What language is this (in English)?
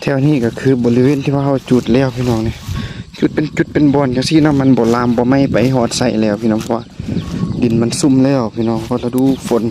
Lao